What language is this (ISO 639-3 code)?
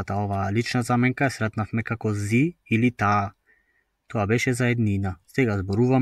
mkd